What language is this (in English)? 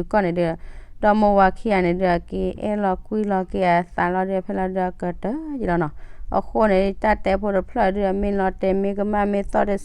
S'gaw Karen